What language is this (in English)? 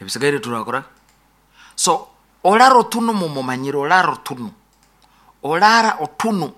Nyoro